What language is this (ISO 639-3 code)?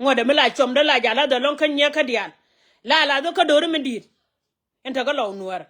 nus